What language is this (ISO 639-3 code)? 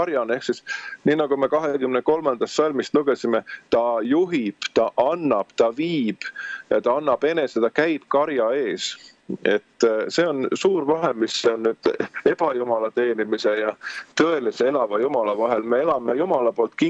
est